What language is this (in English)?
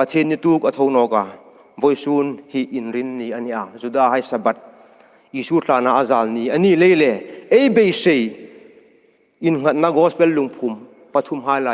Hmar